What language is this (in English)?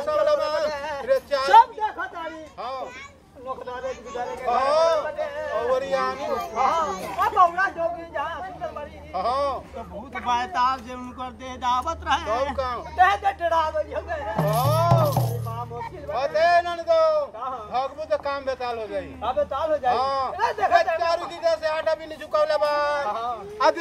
Bhojpuri